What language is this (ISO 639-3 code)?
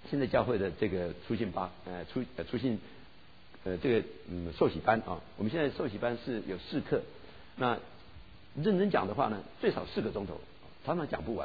zho